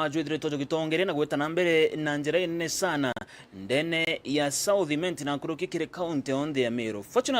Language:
Meru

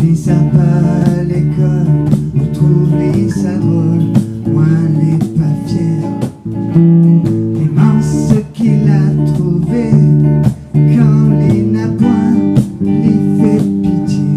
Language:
Réunion Creole French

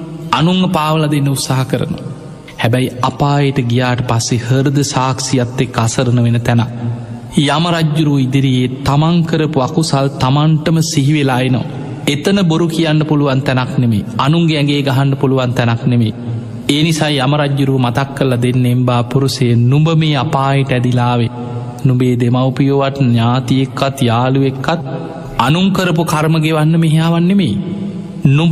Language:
Sinhala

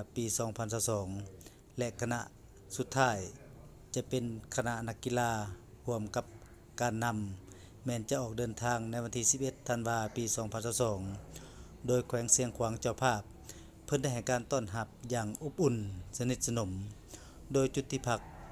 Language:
Lao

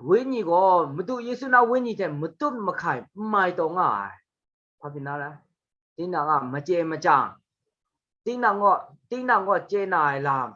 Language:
Kachin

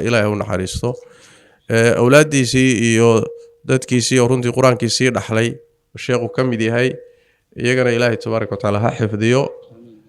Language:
Somali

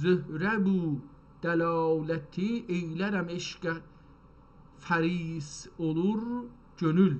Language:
South Azerbaijani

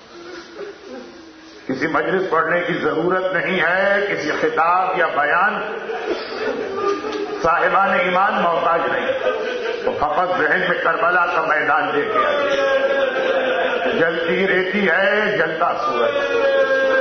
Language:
Urdu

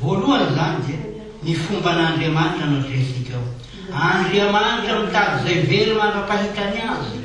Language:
Malagasy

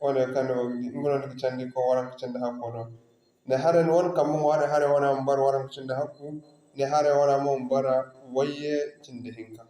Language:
Zarma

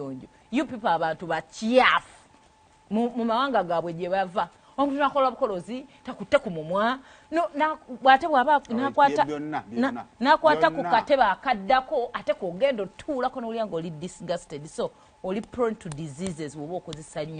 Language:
Ganda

